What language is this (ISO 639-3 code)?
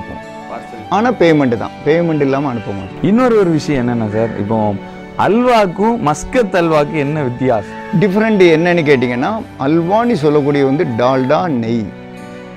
tam